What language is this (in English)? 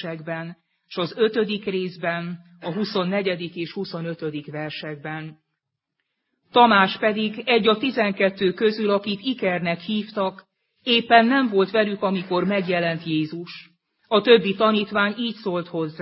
Hungarian